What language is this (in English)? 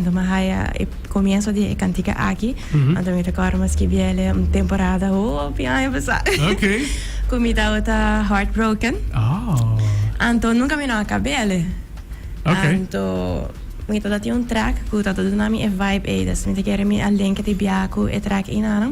Papiamento